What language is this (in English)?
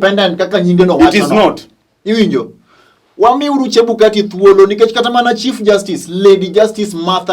Luo (Kenya and Tanzania)